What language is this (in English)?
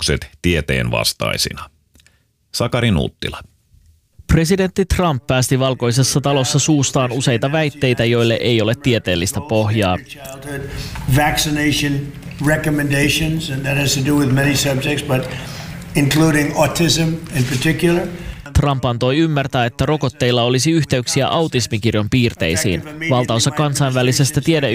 Finnish